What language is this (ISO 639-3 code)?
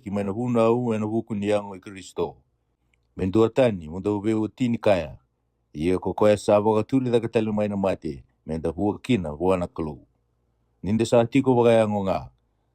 fij